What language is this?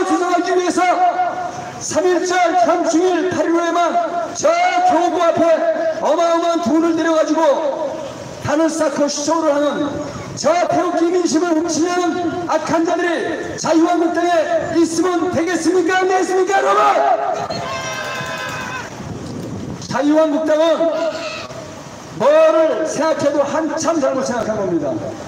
Korean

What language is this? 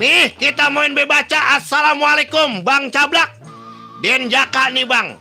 Betawi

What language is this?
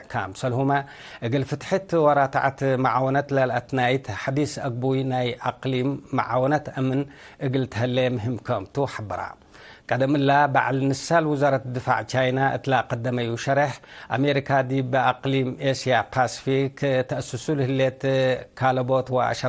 Tigre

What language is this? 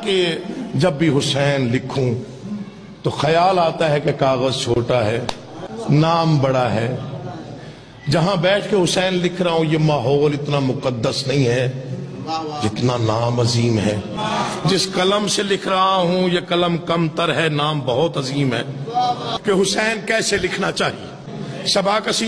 Urdu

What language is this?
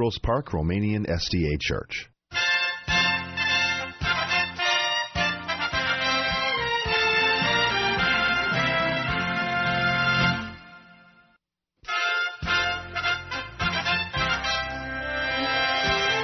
Romanian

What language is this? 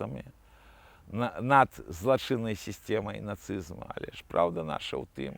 Belarusian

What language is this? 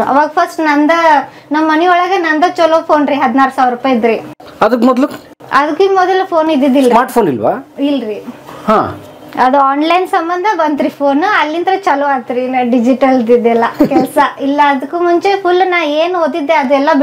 Kannada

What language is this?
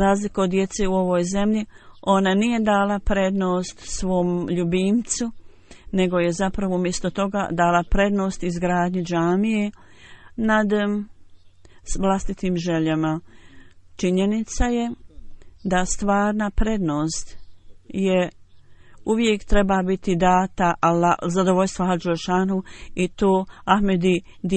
Bosnian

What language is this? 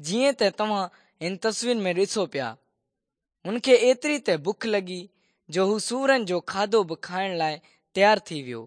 Sindhi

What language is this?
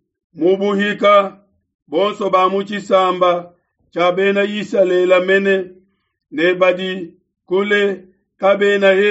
Luba-Lulua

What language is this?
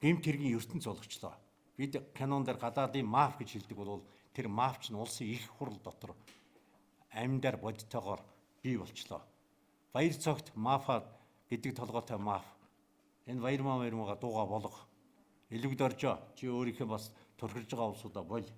Mongolian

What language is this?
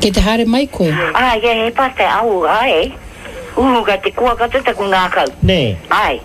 Māori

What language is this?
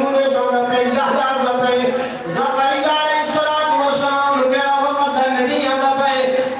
Saraiki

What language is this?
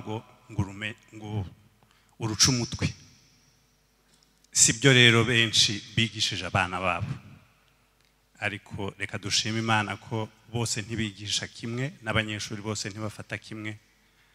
Kinyarwanda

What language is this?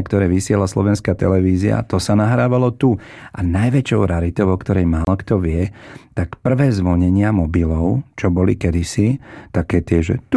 Slovak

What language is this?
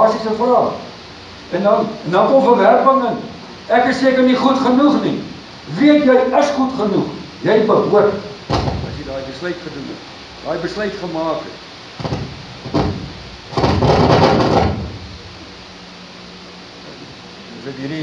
Afrikaans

